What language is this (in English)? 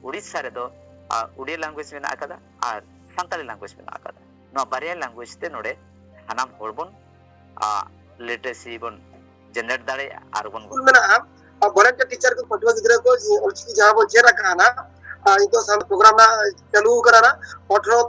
Santali